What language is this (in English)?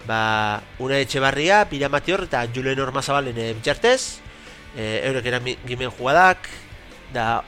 Basque